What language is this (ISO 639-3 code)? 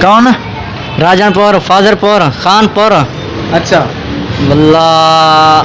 skr